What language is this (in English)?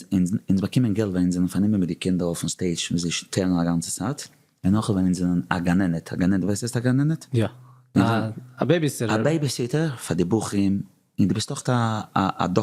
Yiddish